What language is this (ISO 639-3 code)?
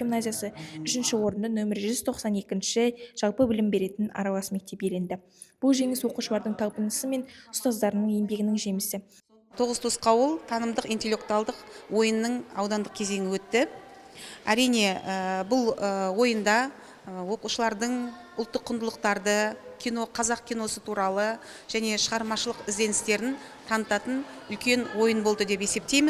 kaz